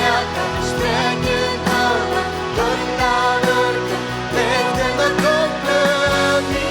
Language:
Plautdietsch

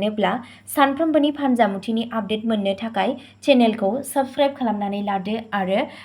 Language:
Bodo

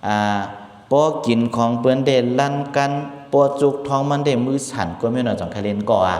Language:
Shan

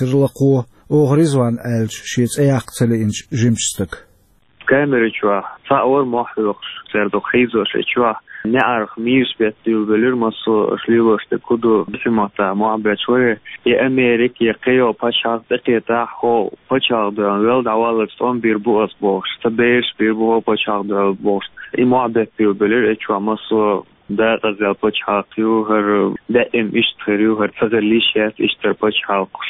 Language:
Chechen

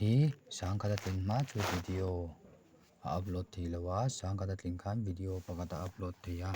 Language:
Mizo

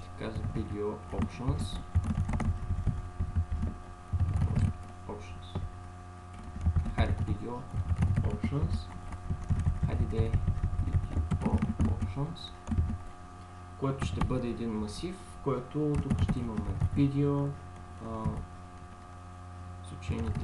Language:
Bulgarian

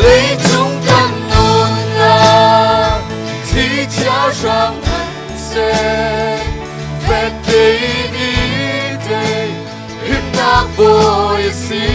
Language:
Hakha Chin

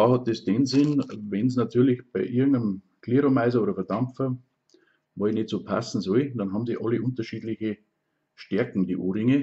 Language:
Bavarian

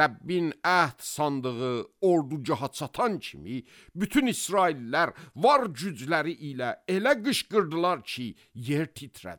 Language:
Azerbaijani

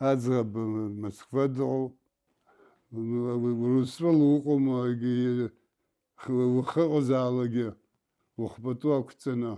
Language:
Abkhazian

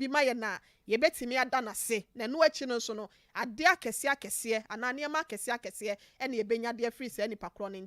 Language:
Akan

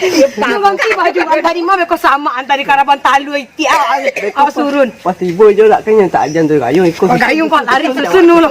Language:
Minangkabau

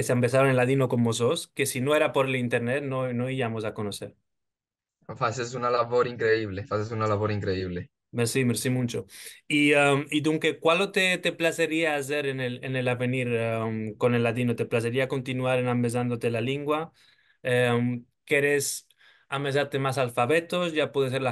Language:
Ladino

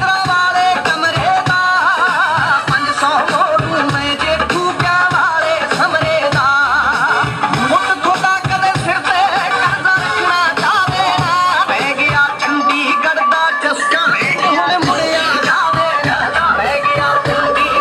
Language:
Punjabi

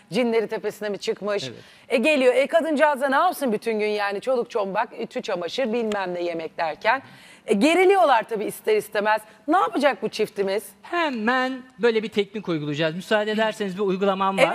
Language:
Turkish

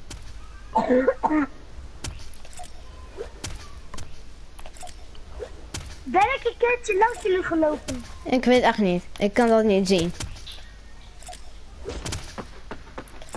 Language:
Dutch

